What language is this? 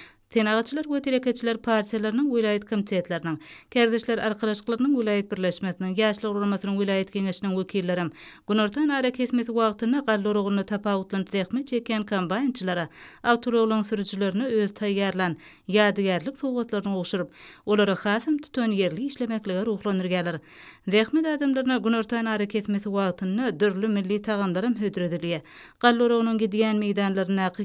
Turkmen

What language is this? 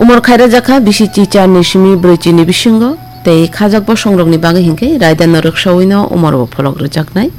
Kok Borok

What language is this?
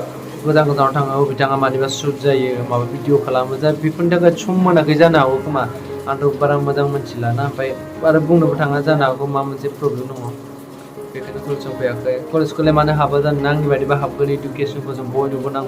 Bodo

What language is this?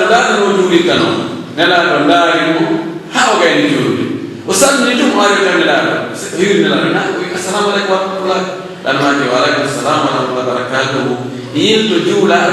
Pular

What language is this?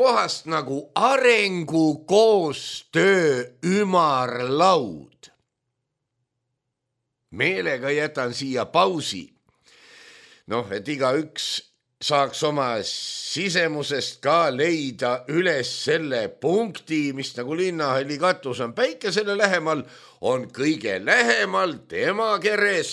Estonian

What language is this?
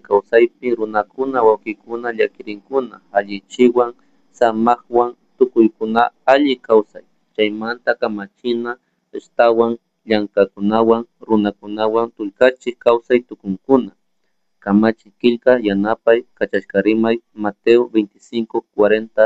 Chimborazo Highland Quichua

